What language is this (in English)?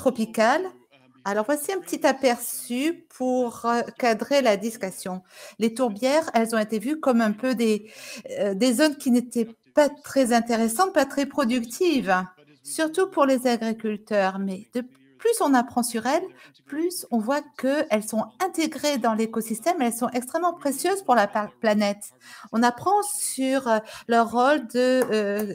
French